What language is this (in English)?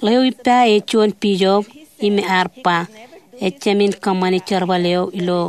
Marshallese